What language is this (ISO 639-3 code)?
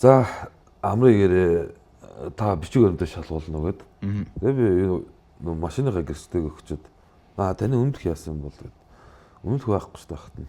mon